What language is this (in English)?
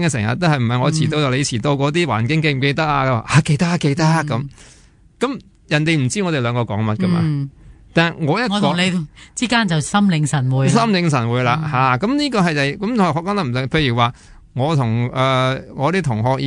Cantonese